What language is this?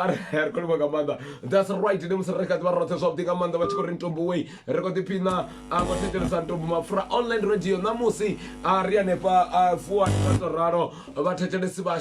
Venda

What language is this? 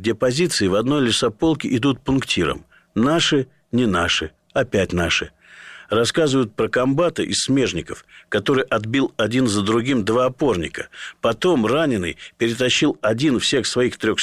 Russian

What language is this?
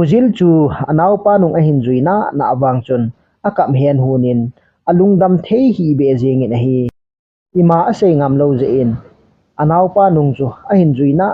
Thado Chin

